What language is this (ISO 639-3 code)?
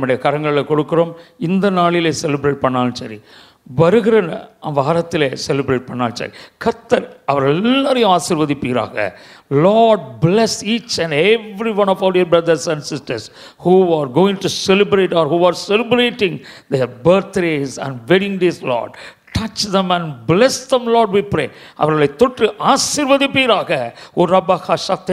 tam